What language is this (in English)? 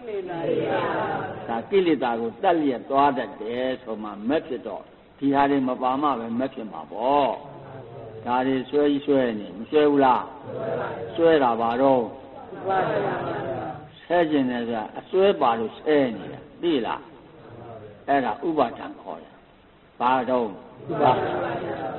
Burmese